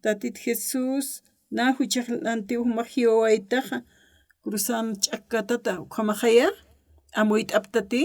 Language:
Aymara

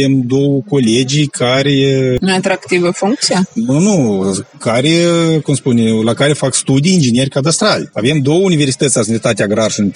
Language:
Romanian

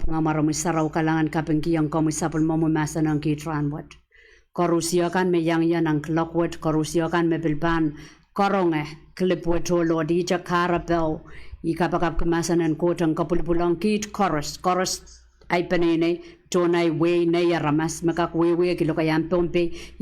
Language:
Pohnpeian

